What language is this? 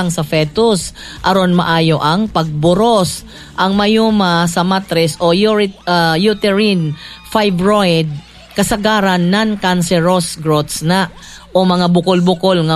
Cebuano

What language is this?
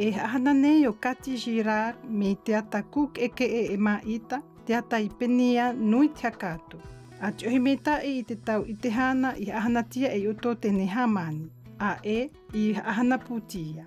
South Marquesan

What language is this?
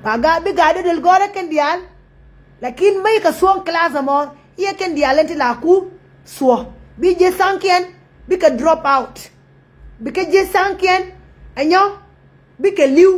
Nuer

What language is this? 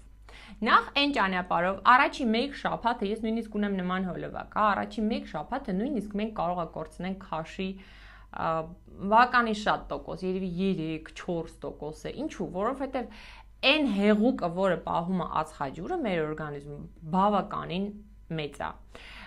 Armenian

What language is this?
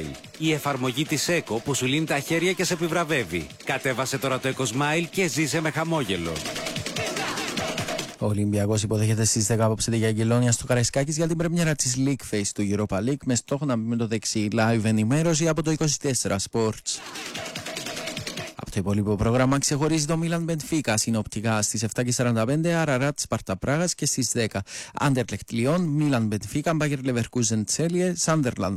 Greek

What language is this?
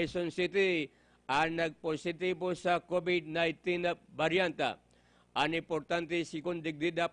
Bikol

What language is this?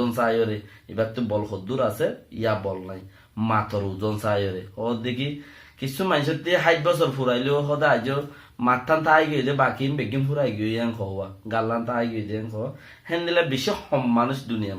Rohingya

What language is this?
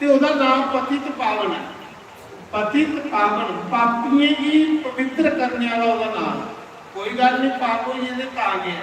Dogri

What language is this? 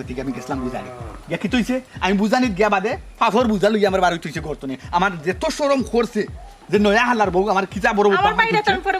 Sylheti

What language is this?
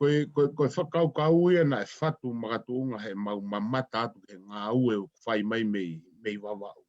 Tongan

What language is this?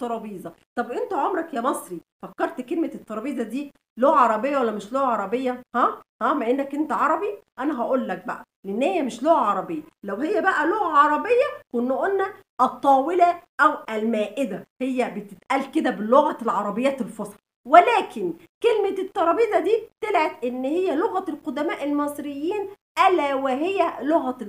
Egyptian Arabic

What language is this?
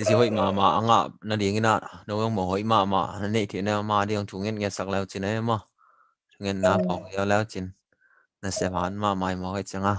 Tedim Chin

